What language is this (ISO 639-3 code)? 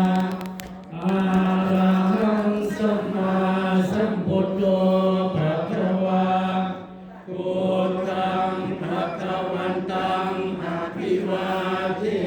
pli